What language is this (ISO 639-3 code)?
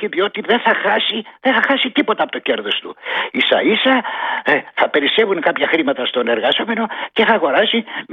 ell